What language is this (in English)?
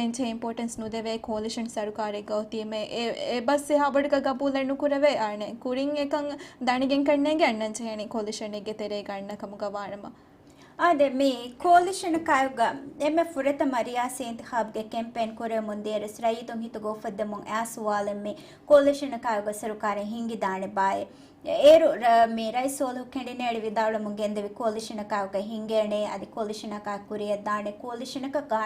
Divehi